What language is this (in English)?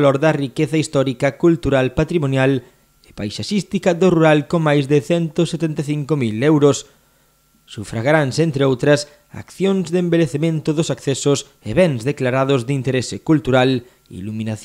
Galician